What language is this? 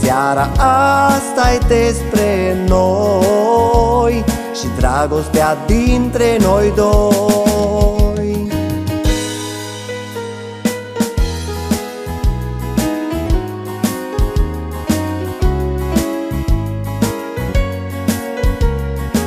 Romanian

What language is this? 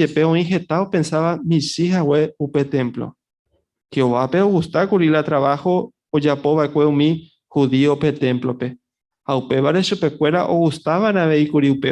Guarani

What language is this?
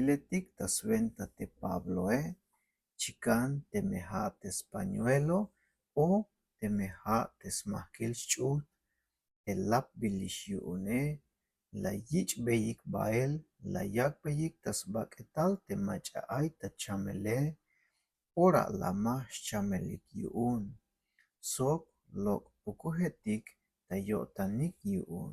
Tzeltal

